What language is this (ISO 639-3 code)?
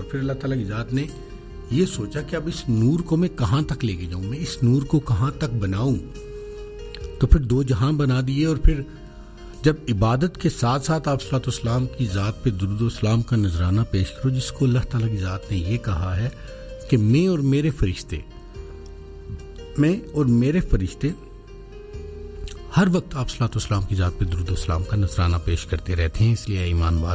urd